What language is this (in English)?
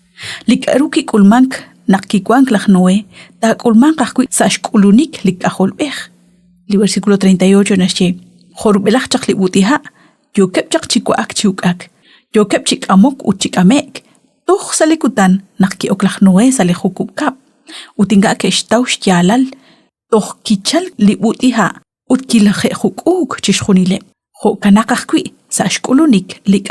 Kekchí